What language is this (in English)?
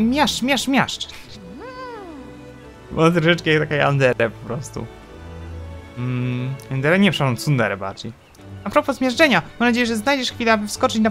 Polish